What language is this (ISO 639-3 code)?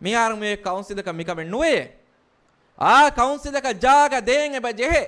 div